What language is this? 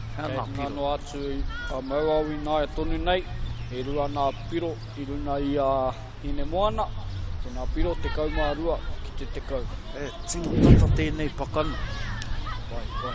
Māori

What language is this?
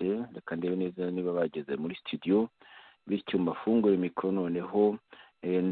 Kinyarwanda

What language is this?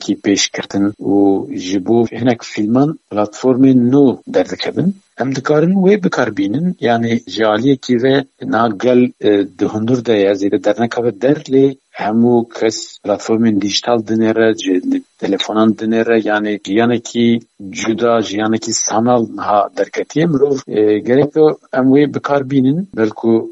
Kurdish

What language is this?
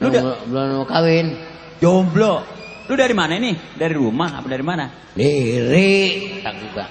Betawi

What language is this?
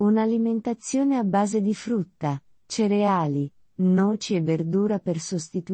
Italian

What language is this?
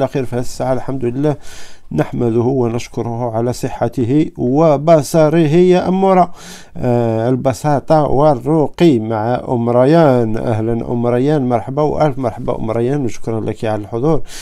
Algerian Arabic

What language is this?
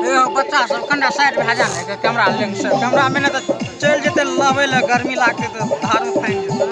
Maithili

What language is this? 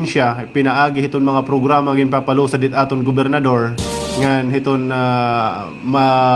Waray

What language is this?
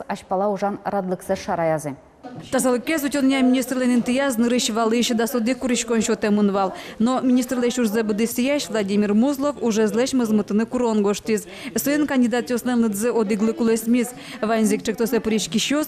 Udmurt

